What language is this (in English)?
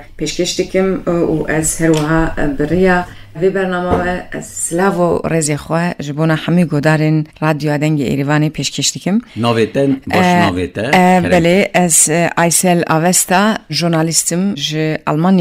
Kurdish